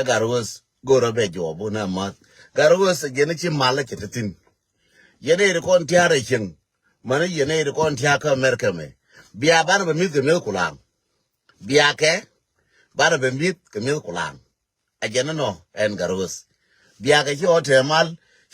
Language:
Nuer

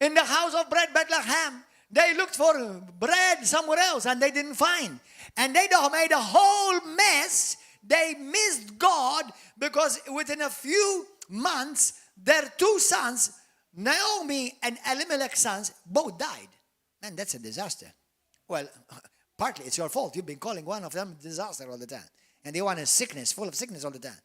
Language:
English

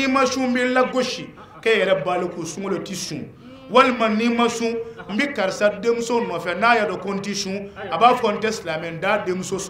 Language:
Bambara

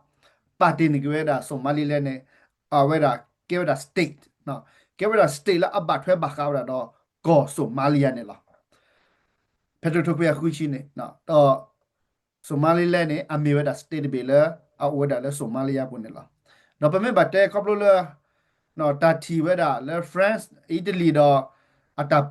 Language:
S'gaw Karen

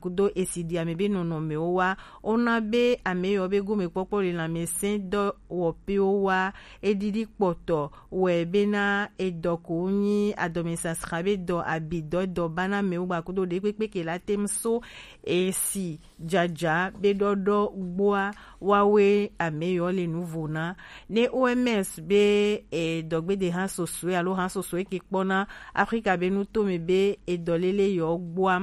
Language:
Gen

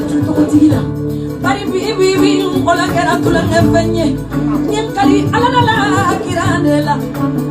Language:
Bambara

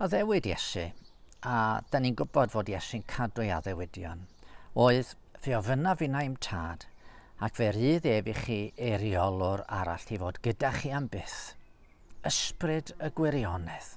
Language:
Welsh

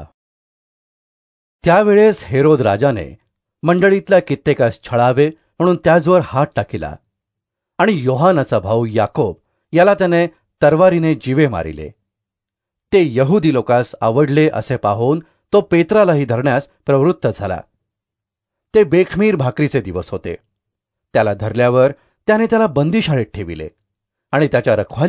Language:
Marathi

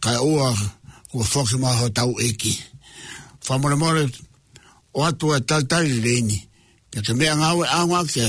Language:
Tongan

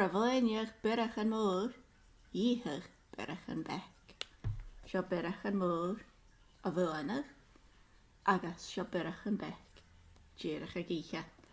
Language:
Scottish Gaelic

